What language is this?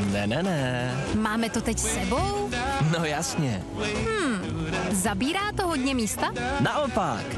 Czech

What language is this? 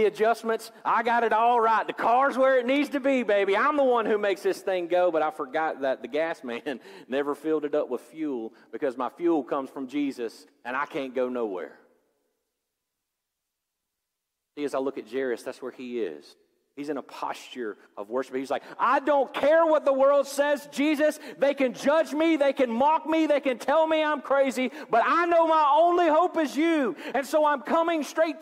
English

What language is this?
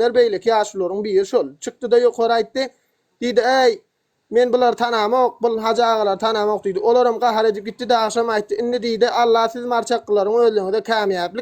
Turkmen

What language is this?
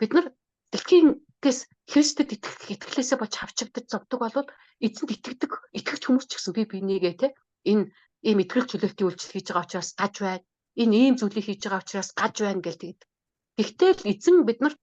Mongolian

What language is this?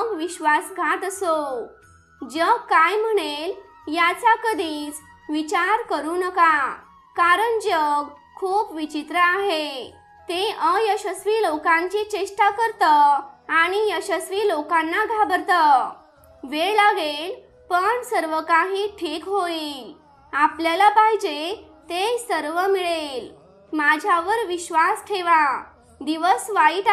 Marathi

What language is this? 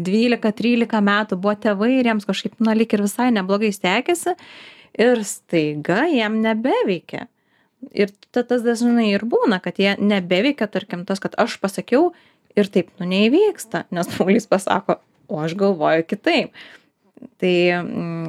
Lithuanian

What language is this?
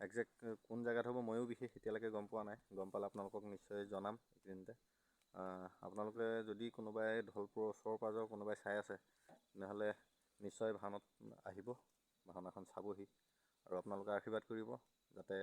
Assamese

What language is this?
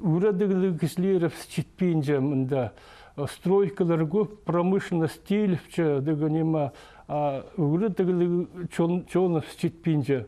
Khakas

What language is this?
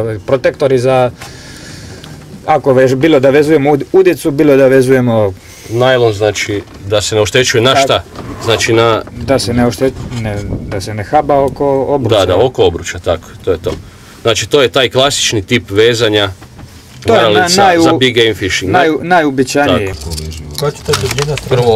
Croatian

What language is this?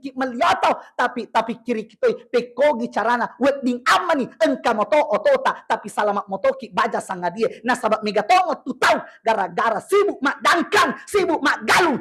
Buginese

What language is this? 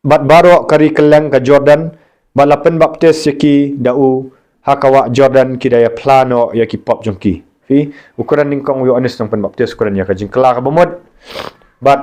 Khasi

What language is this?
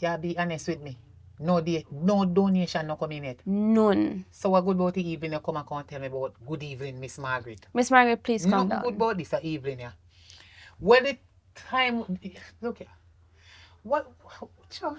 Jamaican Creole English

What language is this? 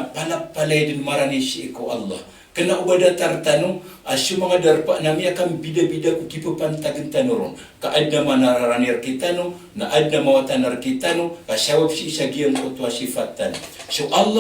Maranao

